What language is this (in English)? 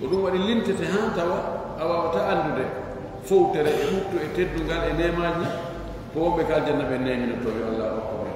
Fula